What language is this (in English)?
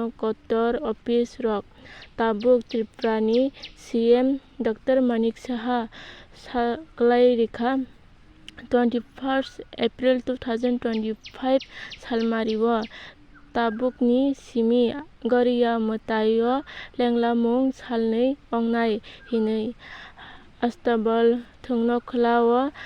Kok Borok